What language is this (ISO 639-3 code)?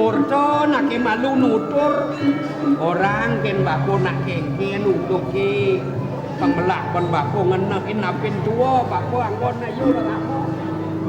ban